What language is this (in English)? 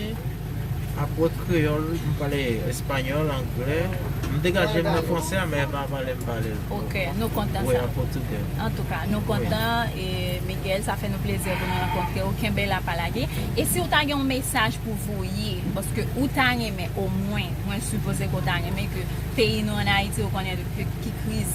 Haitian Creole